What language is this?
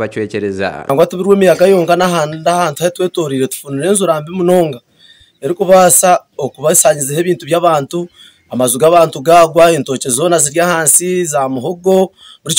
Nyankole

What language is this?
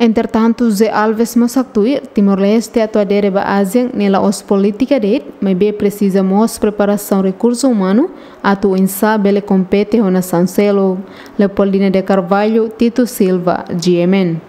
Tetum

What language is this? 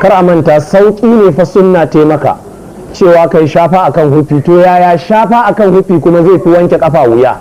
Hausa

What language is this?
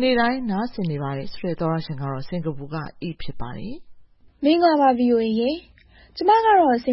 Burmese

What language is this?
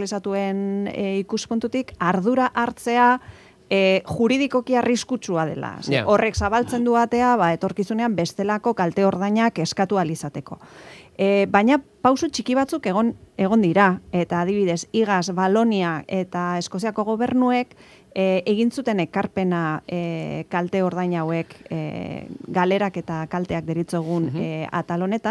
Basque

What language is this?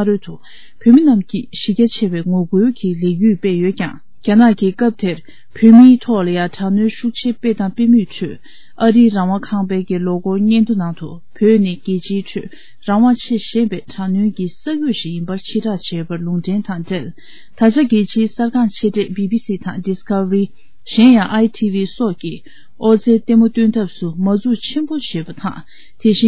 Tibetan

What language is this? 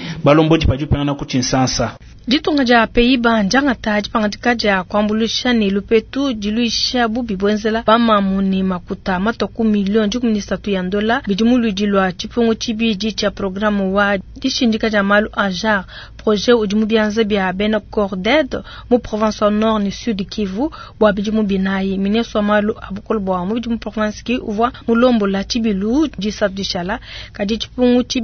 Luba-Lulua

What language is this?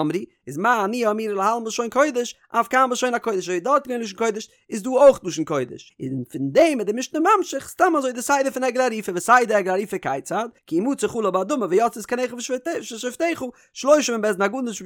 Yiddish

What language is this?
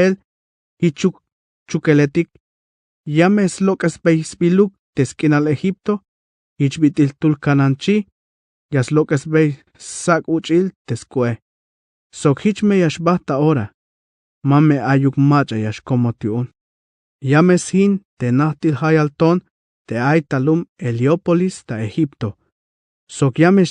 Tzeltal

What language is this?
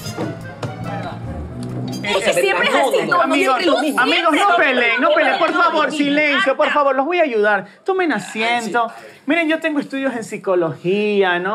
Spanish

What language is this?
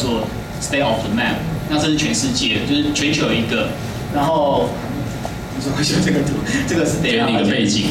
Chinese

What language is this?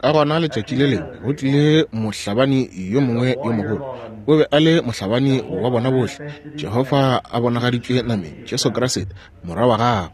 Northern Sotho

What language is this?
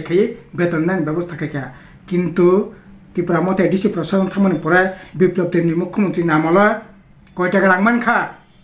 Kok Borok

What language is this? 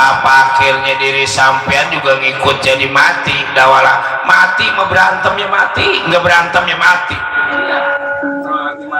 Betawi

